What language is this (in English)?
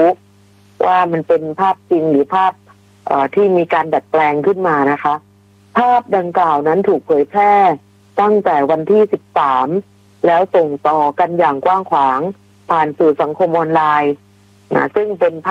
Thai